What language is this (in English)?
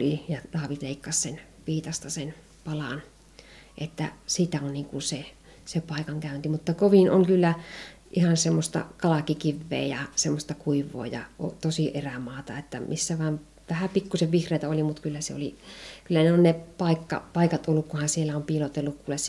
Finnish